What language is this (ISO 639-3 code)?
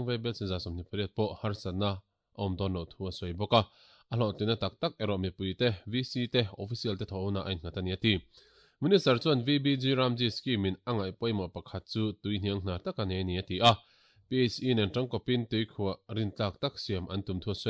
lus